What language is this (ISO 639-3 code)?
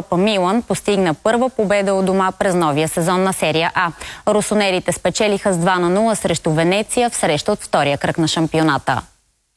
bul